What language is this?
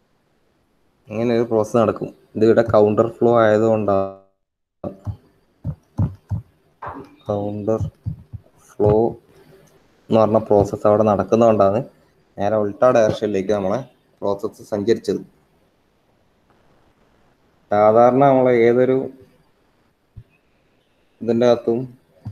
Malayalam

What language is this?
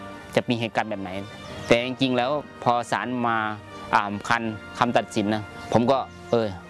Thai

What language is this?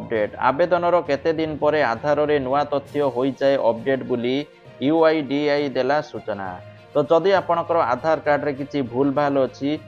Odia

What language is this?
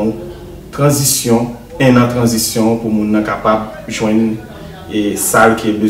Haitian Creole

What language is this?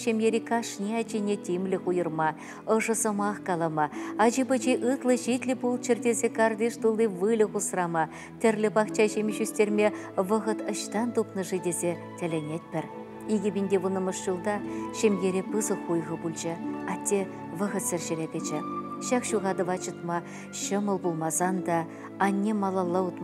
Chuvash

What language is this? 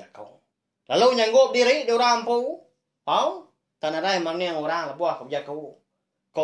Iban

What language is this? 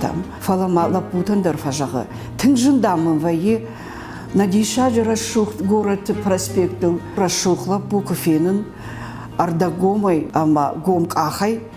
Ossetic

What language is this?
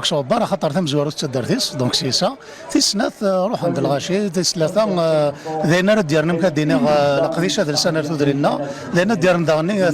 Kabyle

